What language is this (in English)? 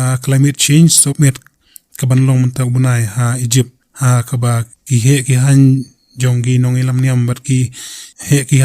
Khasi